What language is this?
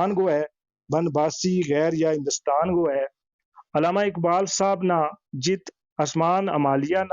Gujari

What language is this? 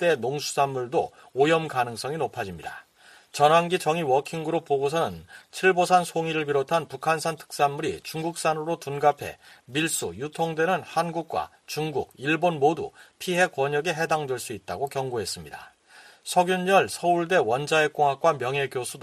Korean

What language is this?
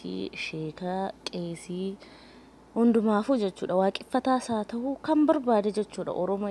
Oromo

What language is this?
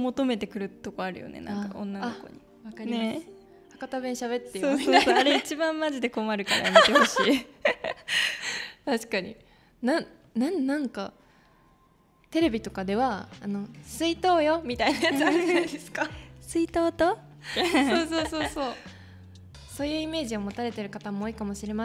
Japanese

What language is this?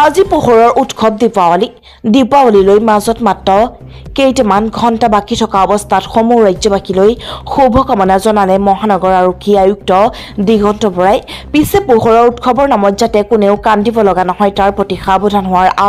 Assamese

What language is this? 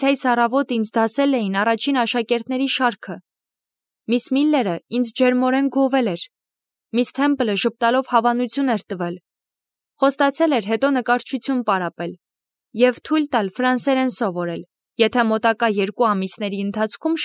Armenian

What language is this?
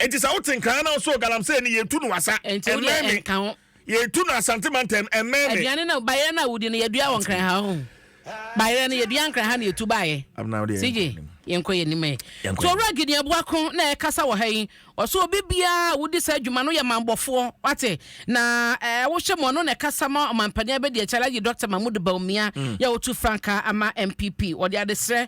Akan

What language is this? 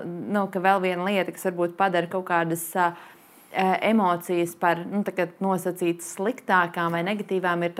Latvian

